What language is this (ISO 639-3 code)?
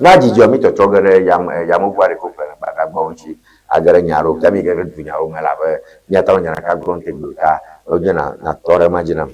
ewe